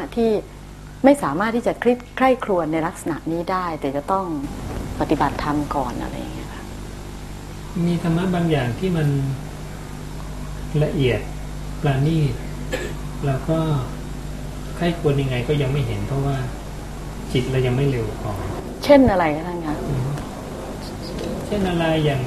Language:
Thai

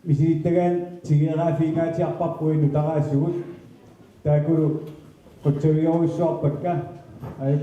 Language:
Kalaallisut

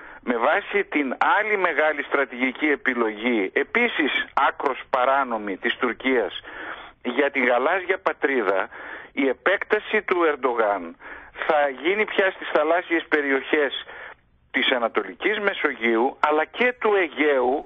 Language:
Greek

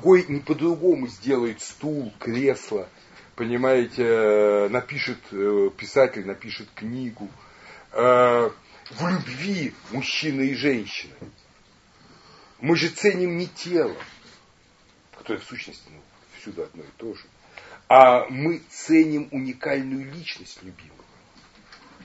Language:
Russian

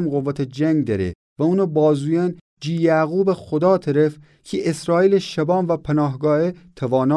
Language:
Gilaki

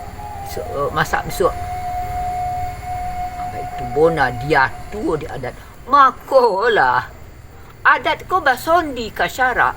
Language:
Minangkabau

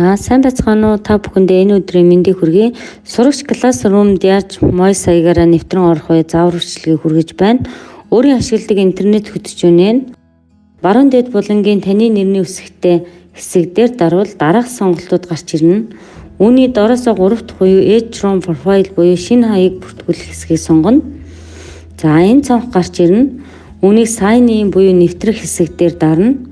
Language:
Mongolian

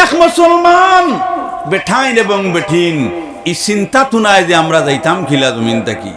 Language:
Sylheti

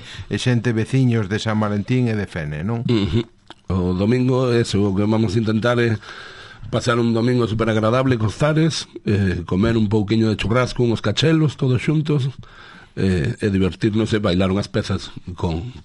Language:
Galician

